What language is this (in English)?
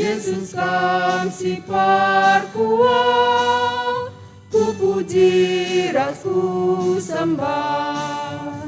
Batak Karo